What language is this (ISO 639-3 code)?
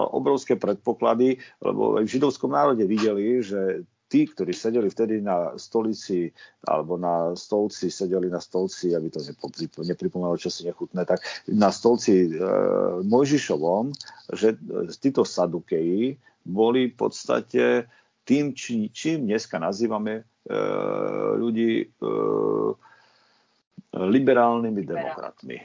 slk